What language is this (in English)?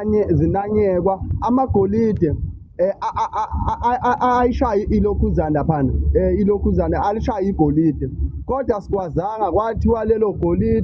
Zulu